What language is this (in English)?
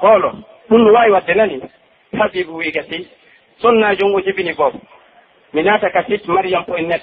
Pular